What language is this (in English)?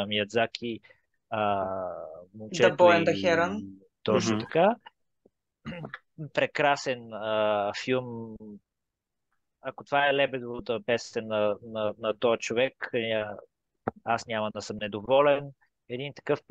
Bulgarian